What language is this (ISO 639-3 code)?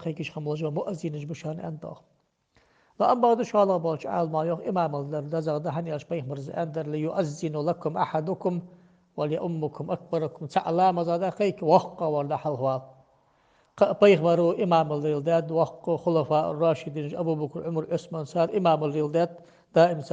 inh